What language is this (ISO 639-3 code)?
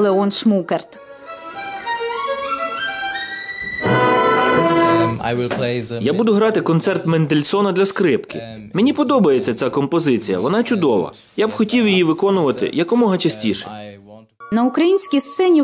ukr